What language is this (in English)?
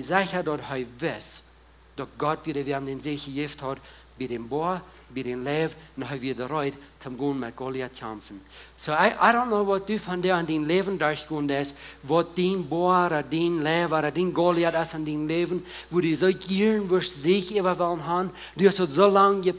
Plautdietsch